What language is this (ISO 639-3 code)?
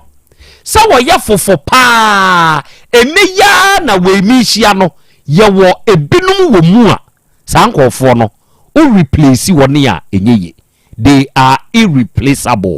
aka